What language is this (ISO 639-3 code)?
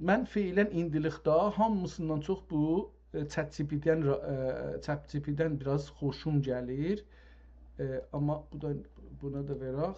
azb